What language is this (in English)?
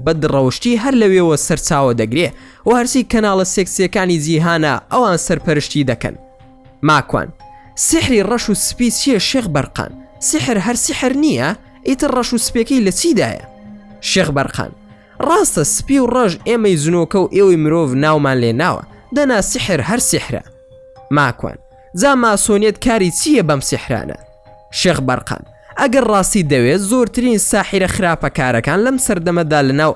Central Kurdish